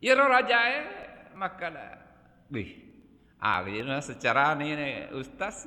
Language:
Buginese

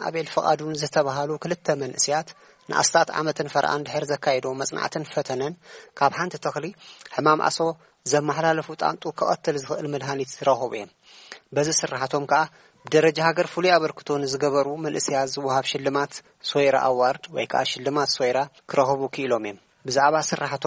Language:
Tigrinya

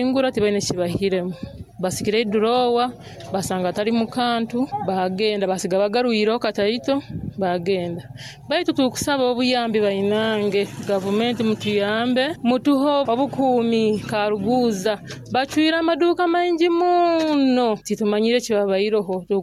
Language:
Nyoro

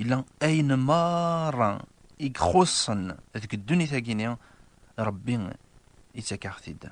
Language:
Kabyle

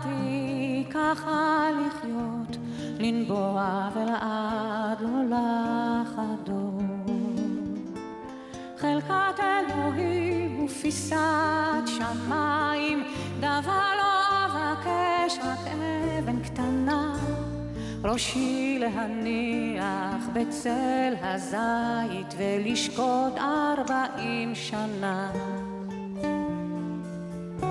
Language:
Hebrew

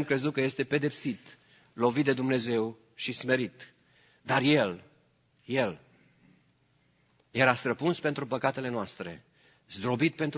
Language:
Romanian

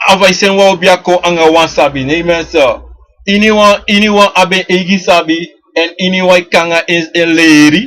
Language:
Sranan Tongo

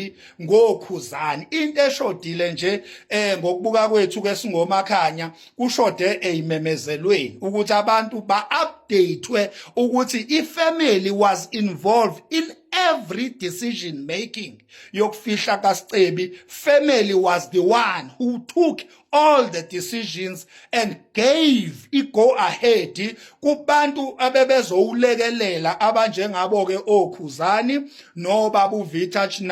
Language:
Zulu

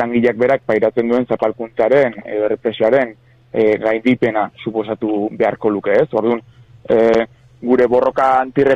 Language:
Basque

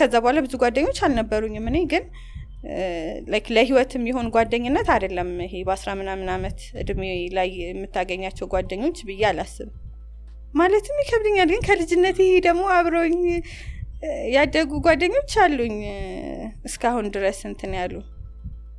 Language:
Amharic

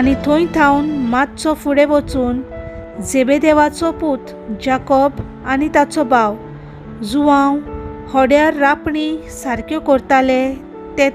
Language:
Konkani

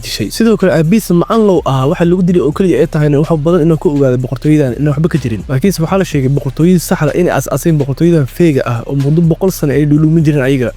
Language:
Somali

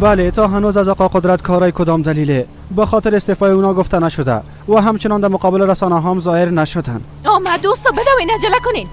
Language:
Persian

